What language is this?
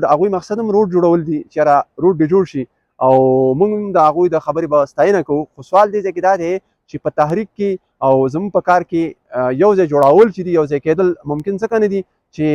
Pashto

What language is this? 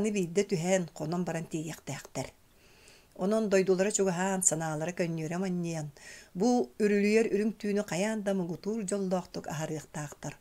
Yakut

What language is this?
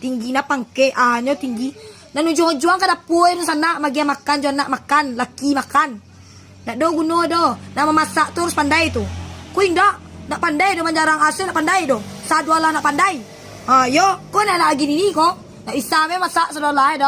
Minangkabau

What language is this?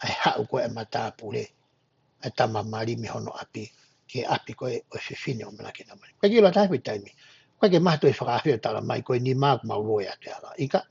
Tongan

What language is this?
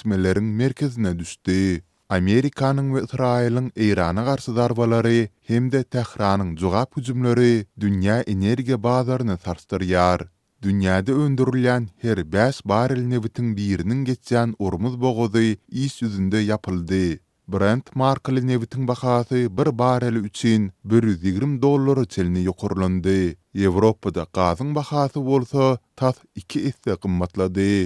Turkmen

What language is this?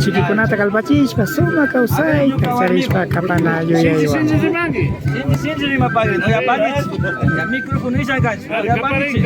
Imbabura Highland Quichua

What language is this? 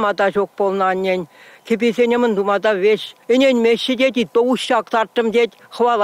Chuvash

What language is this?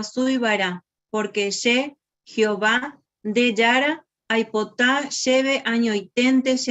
Guarani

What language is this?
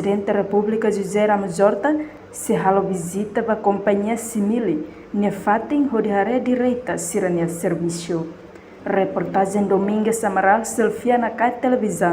Tetum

